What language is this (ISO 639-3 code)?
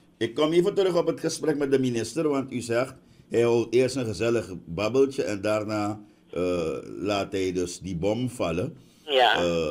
nld